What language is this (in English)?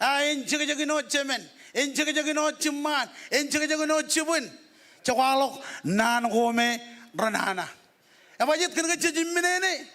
Marshallese